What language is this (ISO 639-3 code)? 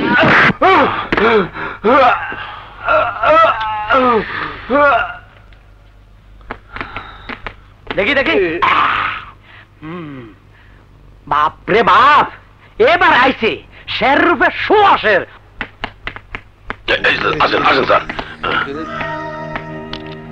ben